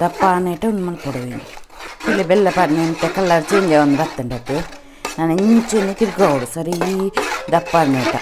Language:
Tulu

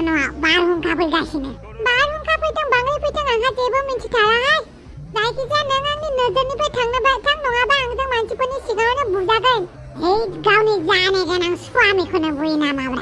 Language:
Bodo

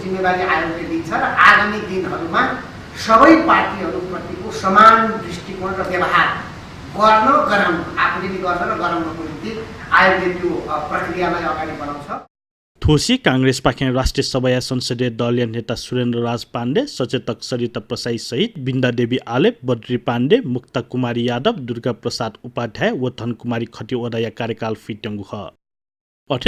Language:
Newari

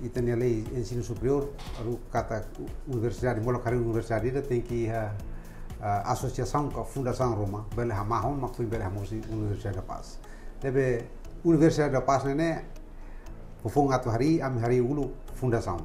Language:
Tetum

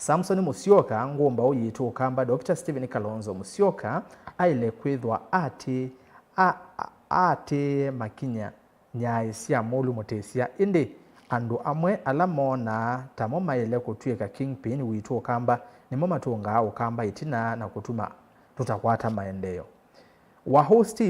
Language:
Kamba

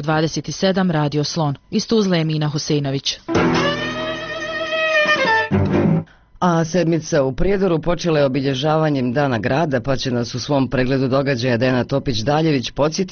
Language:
Bosnian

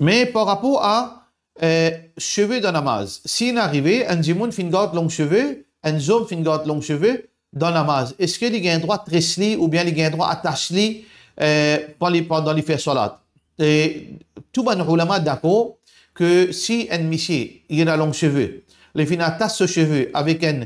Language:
Morisyen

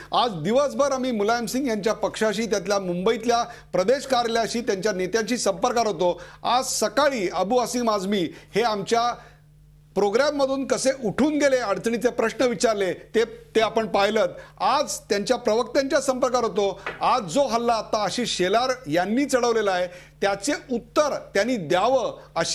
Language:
Marathi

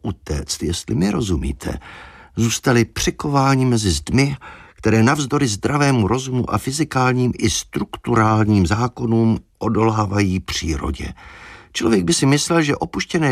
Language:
Czech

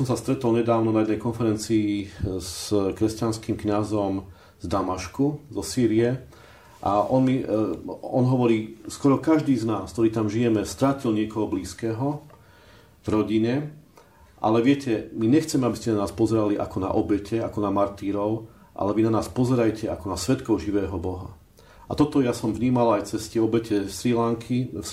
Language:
Slovak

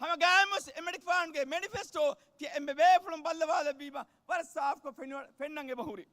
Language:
Divehi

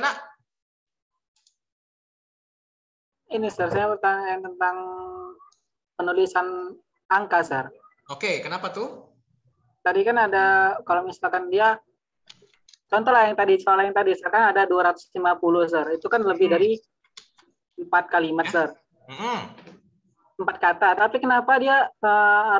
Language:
Indonesian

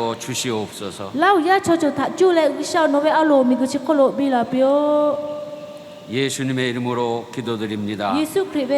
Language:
Lahu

